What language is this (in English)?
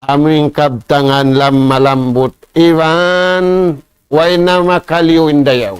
Tausug